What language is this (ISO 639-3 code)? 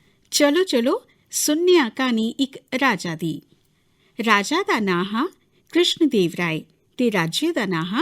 doi